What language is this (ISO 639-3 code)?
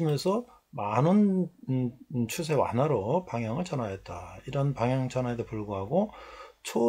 kor